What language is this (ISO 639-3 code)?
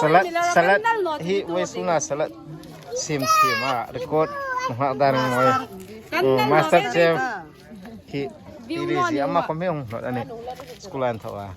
hmr